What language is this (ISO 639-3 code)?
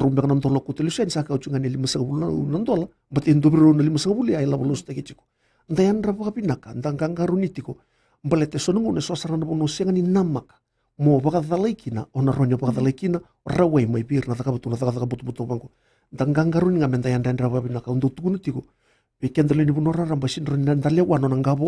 fij